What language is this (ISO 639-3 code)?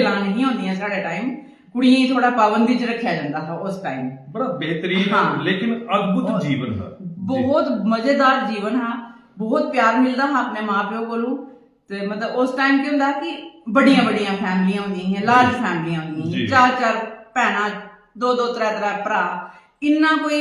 doi